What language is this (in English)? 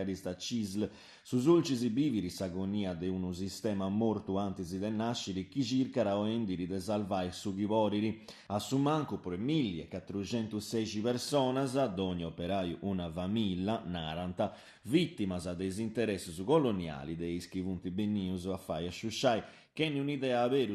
Sardinian